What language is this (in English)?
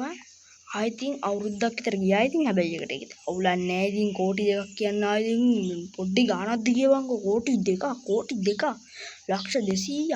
Sinhala